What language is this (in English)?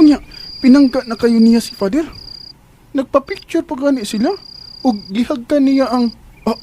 Cebuano